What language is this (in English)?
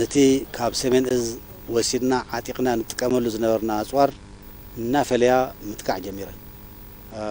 Tigrinya